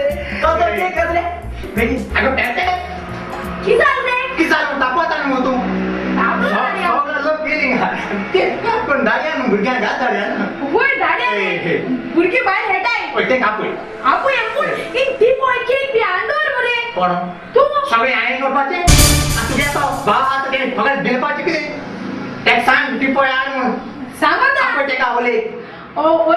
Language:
Konkani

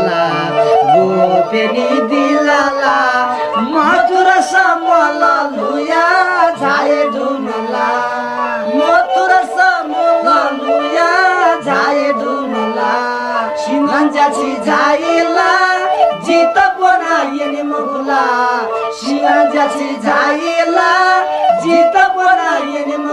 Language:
Newari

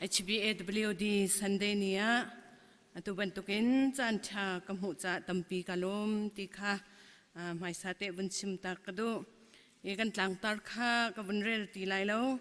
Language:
Hakha Chin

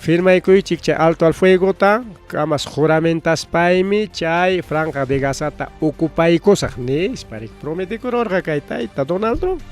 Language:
Ayacucho Quechua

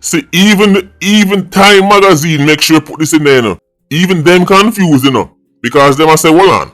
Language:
Jamaican Creole English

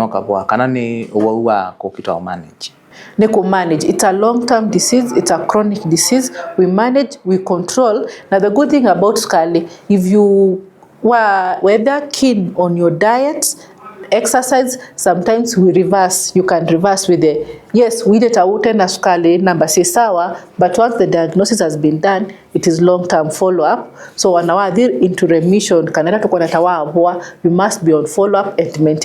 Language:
Kamba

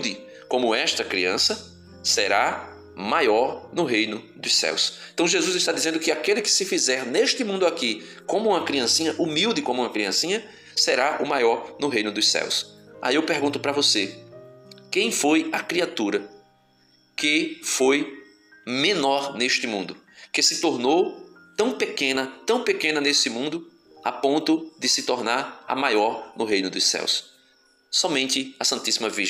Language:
Portuguese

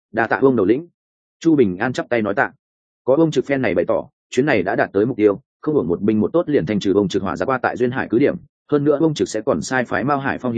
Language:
Vietnamese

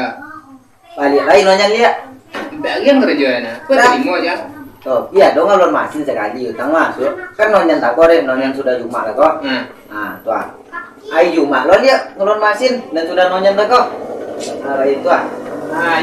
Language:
Minangkabau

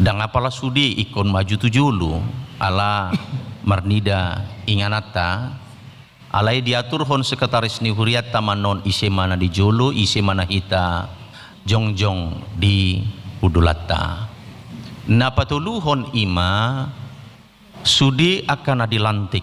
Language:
Batak Toba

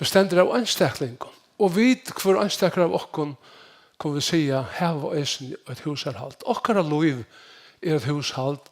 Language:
Faroese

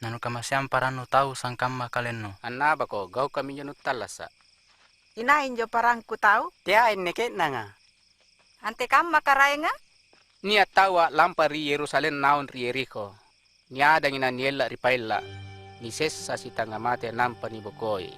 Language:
Makasar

